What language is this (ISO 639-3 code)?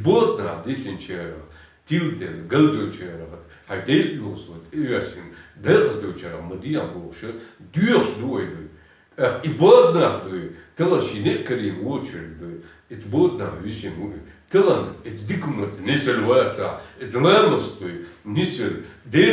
che